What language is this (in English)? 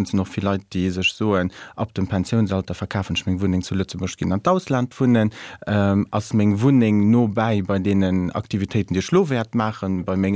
Luxembourgish